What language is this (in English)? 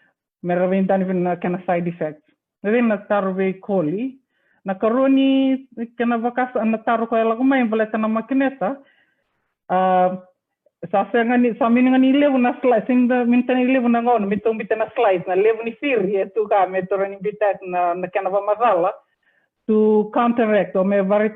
Fijian